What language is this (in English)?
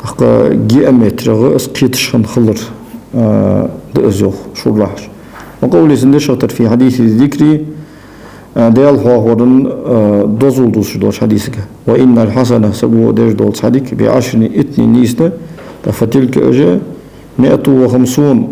Ingush